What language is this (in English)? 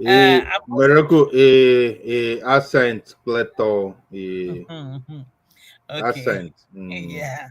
Ewe